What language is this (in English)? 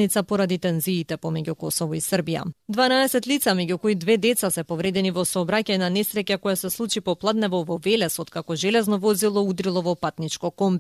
Macedonian